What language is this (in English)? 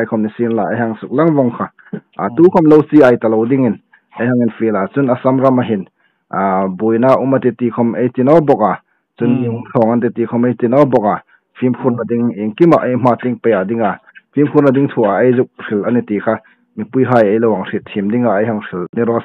Hmar